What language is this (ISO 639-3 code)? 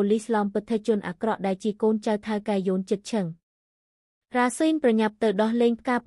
khm